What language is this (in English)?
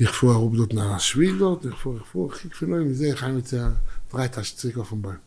Yiddish